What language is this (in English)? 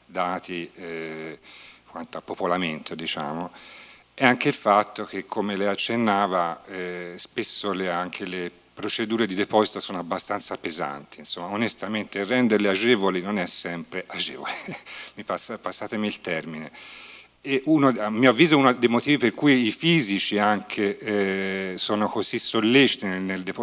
Italian